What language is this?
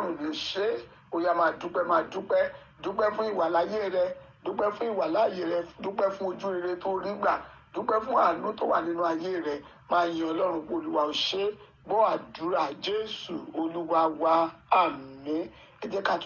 Yoruba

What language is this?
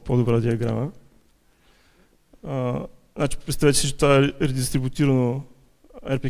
Bulgarian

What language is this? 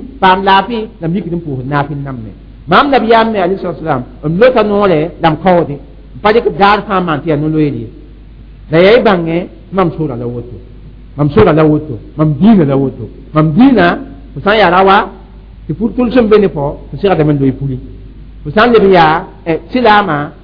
Mossi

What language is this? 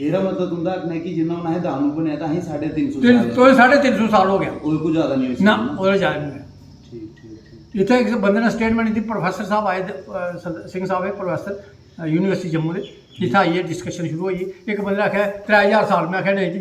Dogri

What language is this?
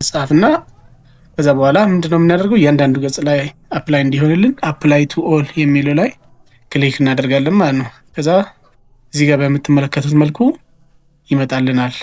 Amharic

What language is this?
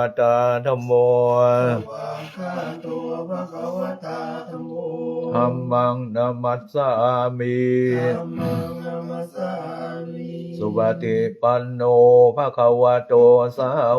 Pali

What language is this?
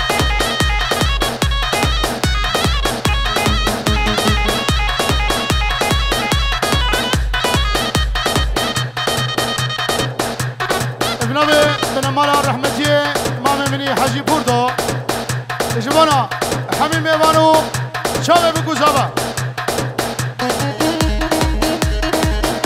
Persian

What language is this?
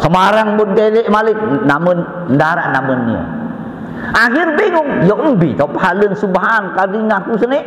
Sasak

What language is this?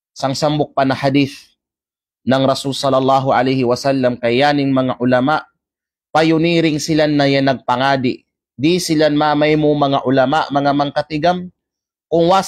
Kalagan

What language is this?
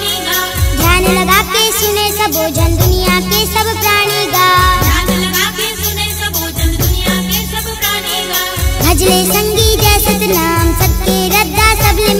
Chhattisgarhi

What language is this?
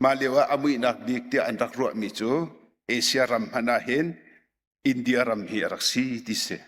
Hakha Chin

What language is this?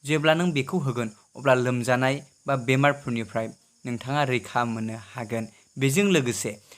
Bodo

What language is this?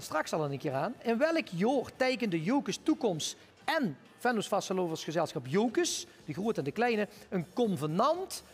Limburgish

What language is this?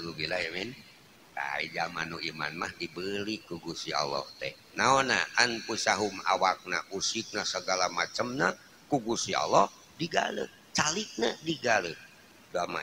Sundanese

